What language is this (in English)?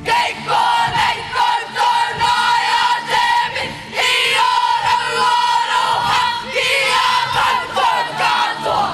Māori